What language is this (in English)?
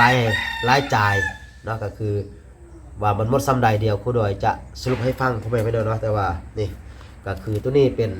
Lao